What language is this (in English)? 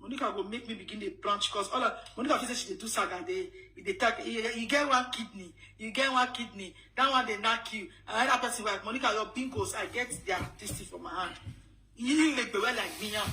Nigerian Pidgin